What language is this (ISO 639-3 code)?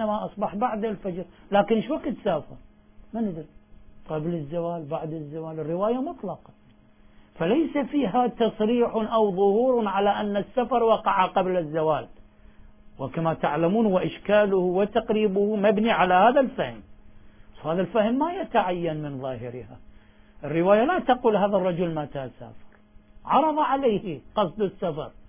ara